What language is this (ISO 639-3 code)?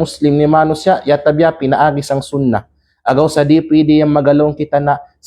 kqe